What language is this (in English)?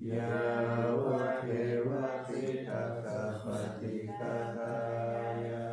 Pali